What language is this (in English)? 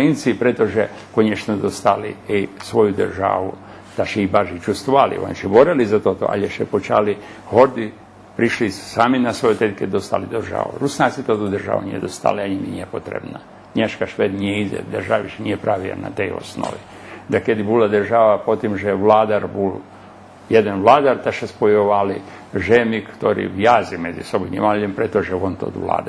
Rusyn